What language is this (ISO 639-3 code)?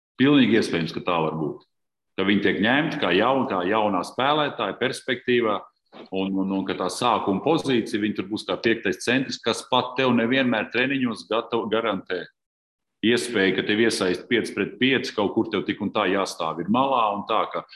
lav